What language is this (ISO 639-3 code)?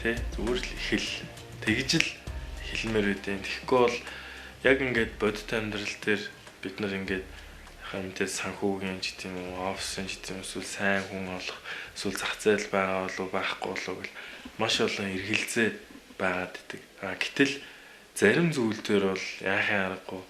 mon